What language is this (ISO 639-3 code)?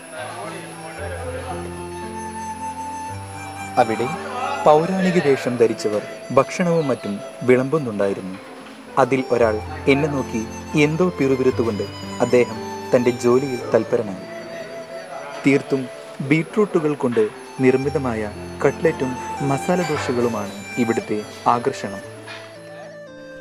mal